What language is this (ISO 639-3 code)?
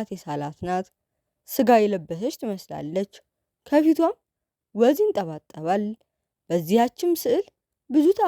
amh